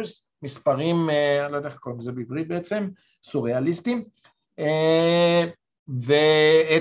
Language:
Hebrew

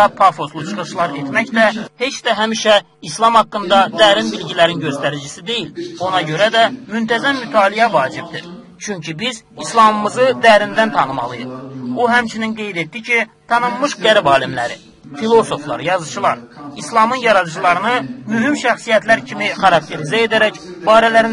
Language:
Azerbaijani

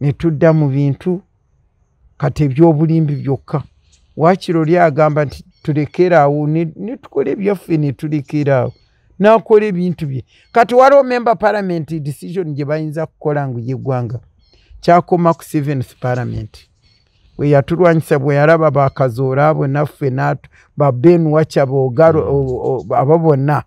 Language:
Ganda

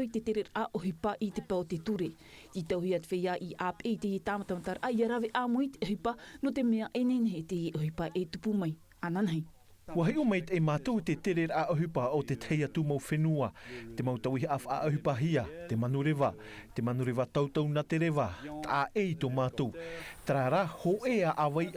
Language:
Tahitian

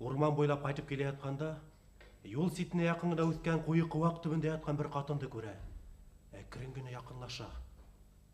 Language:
Bashkir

